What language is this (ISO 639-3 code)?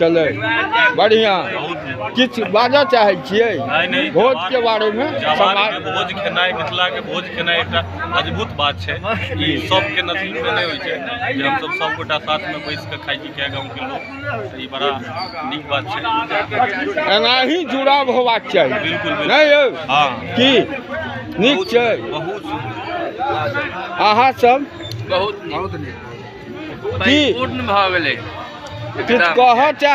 mai